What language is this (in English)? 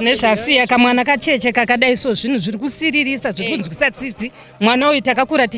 Shona